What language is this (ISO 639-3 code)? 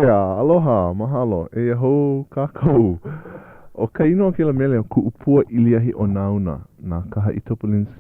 haw